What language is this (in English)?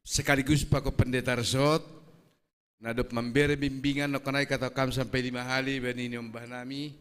Batak Simalungun